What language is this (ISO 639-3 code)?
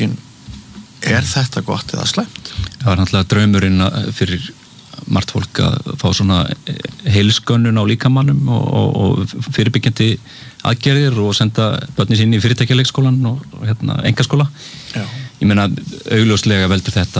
isl